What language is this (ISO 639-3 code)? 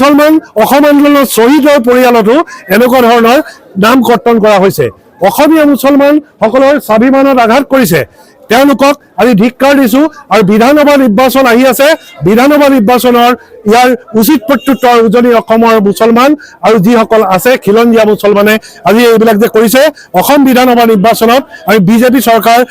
asm